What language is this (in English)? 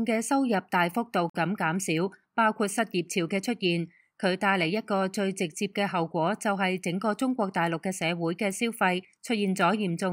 Cantonese